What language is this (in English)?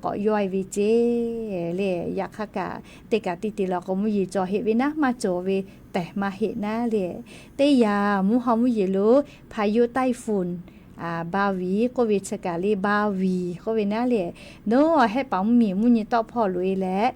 Lahu